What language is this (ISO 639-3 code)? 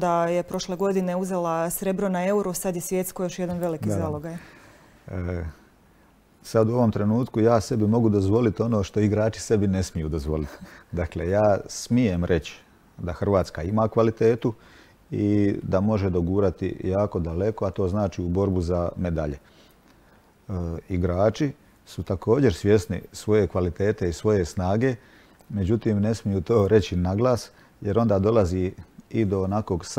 hrv